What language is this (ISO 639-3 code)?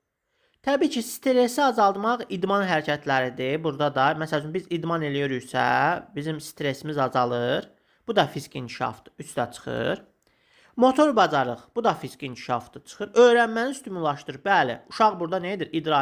aze